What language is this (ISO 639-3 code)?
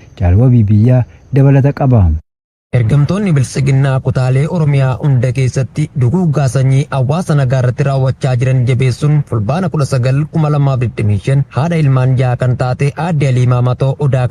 orm